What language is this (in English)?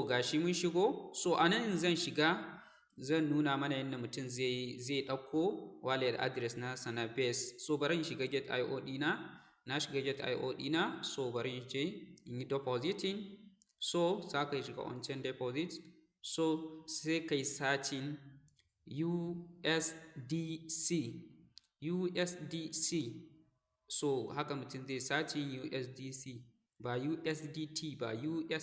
Hausa